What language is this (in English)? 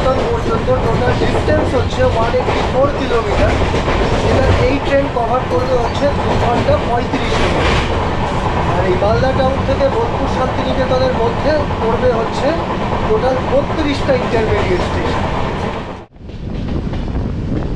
Bangla